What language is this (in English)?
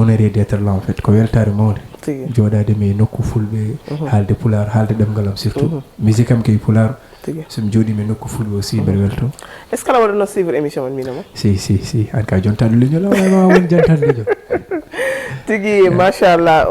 Fula